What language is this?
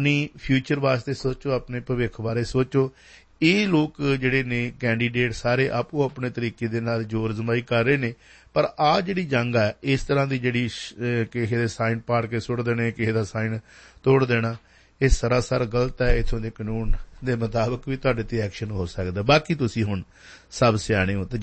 Punjabi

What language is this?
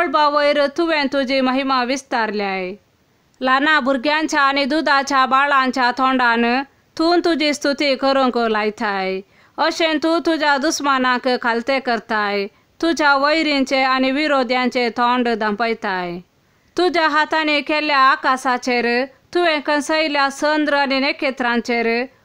Konkani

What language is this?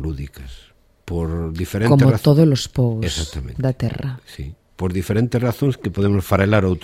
Galician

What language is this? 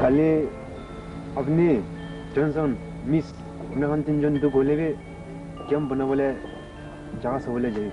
Naga Pidgin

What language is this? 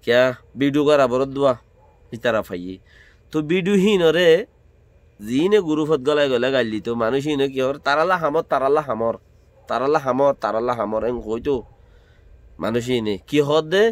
Rohingya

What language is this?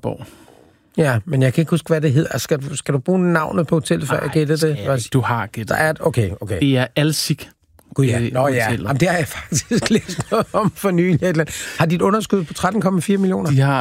Danish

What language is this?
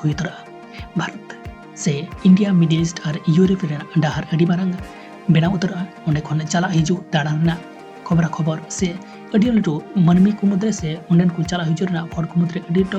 Santali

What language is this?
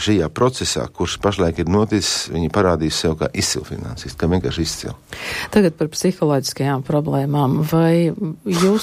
Latvian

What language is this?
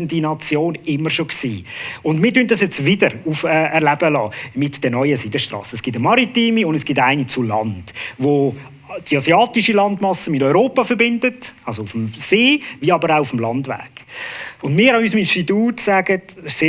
Swiss German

